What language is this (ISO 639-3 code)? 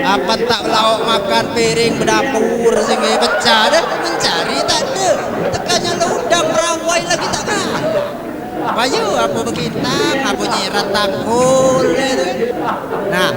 mui